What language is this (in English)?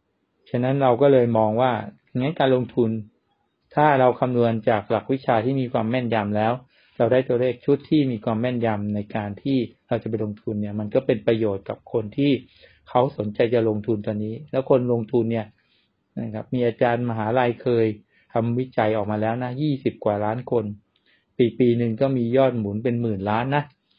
Thai